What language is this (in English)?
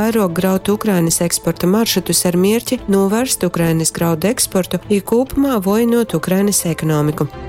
Latgalian